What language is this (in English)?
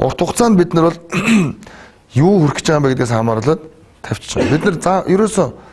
Mongolian